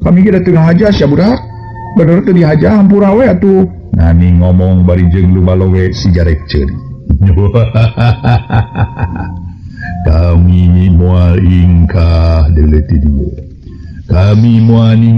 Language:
Sundanese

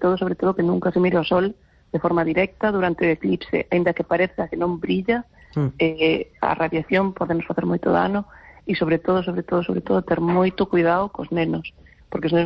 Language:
Galician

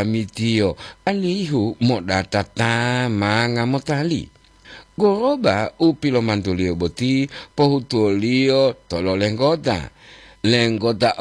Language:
Gorontalo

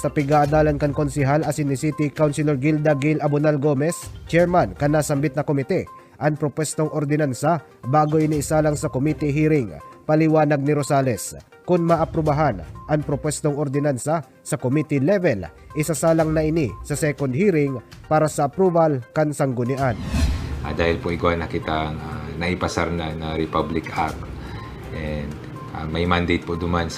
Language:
Bikol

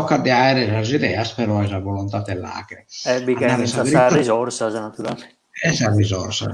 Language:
Sardinian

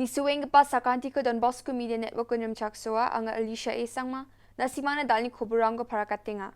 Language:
Garo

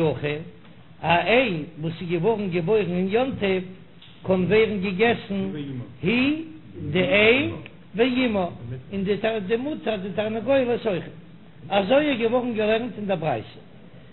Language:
Yiddish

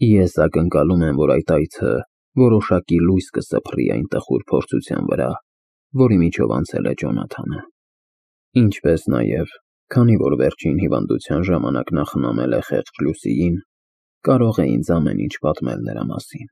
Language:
Armenian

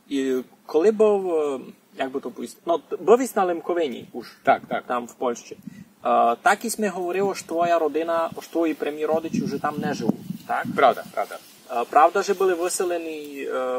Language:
Rusyn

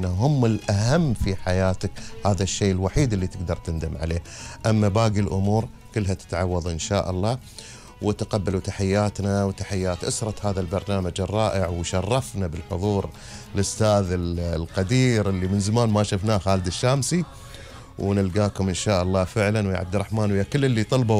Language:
Gulf Arabic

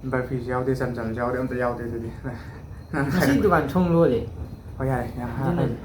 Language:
Manipuri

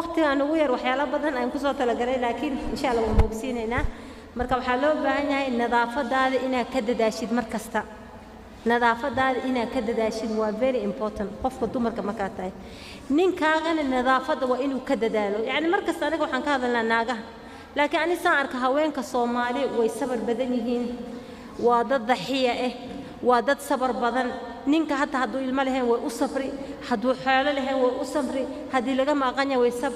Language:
Somali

